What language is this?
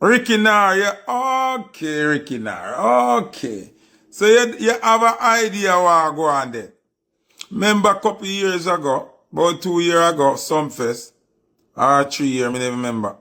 Jamaican Creole English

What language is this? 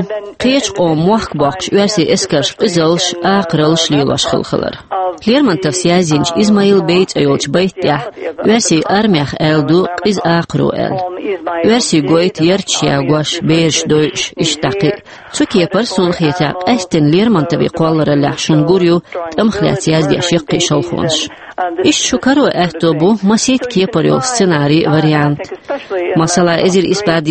Chechen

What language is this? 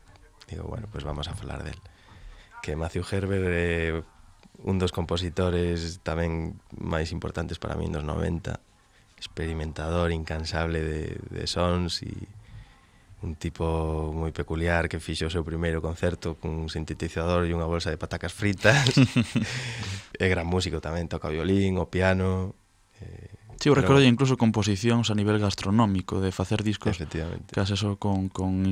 Galician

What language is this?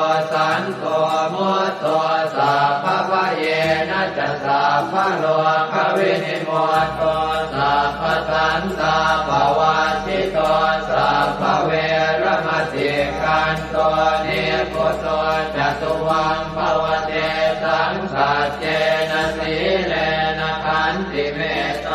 Pali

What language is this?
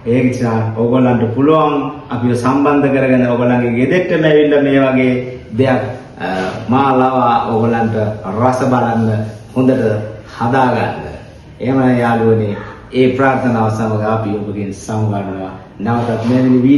Sinhala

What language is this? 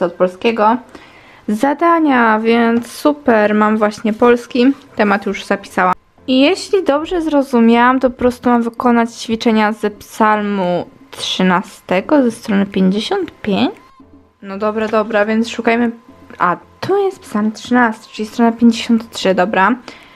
Polish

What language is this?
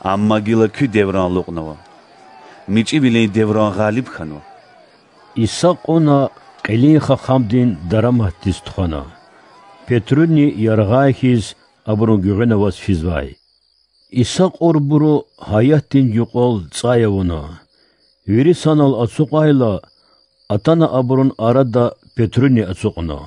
Lezghian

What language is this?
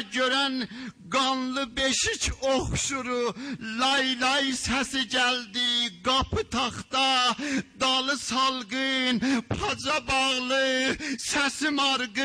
South Azerbaijani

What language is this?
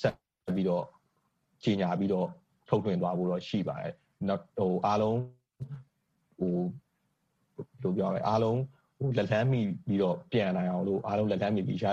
Burmese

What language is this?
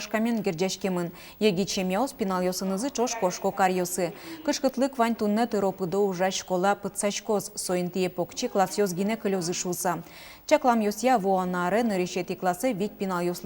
Udmurt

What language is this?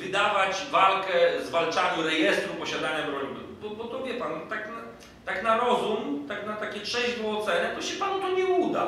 Polish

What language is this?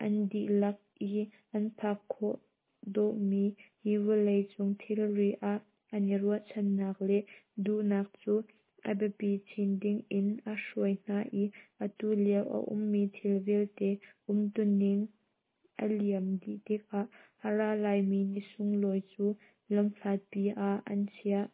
Hakha Chin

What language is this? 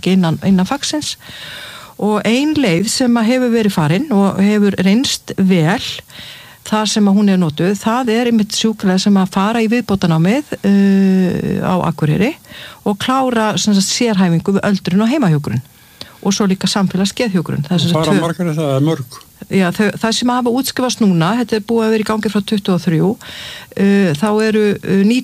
Icelandic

